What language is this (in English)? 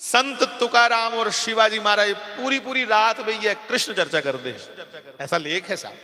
Dogri